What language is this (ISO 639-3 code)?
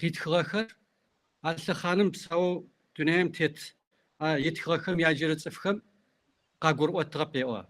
kbd